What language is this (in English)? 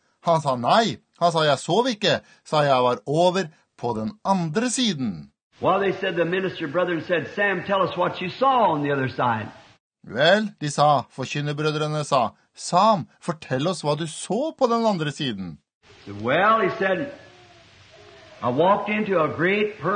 Norwegian